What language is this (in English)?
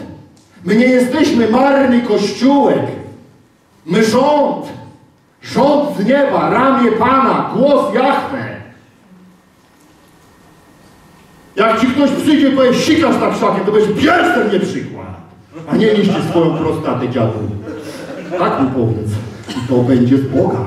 Polish